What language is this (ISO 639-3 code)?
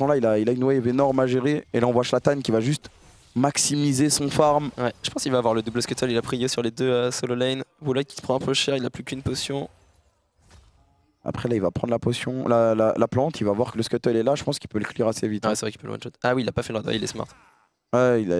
fra